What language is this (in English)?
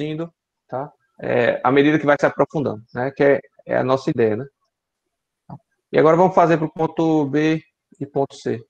Portuguese